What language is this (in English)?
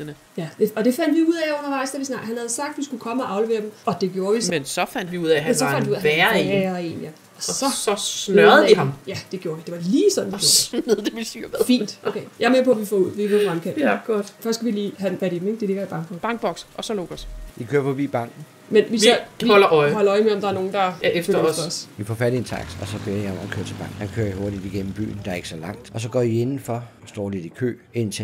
Danish